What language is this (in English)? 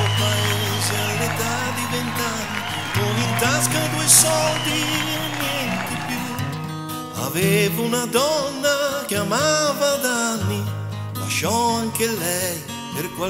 Italian